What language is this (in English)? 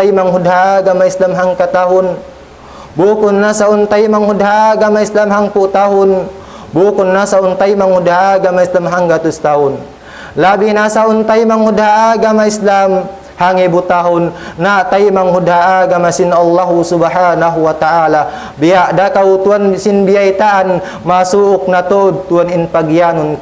Tausug